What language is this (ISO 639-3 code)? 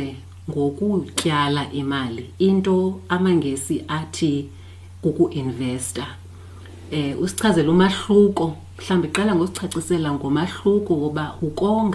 xho